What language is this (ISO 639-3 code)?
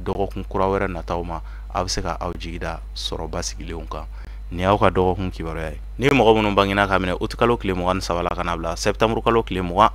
bam